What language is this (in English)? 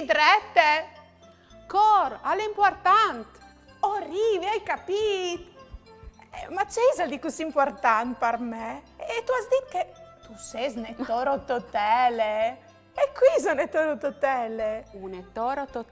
Friulian